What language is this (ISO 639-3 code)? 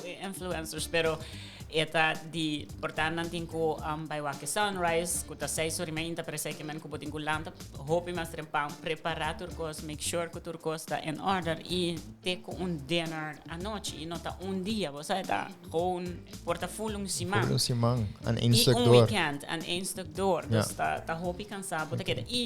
pap